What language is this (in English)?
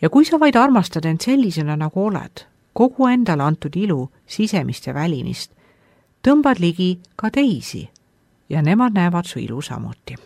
Estonian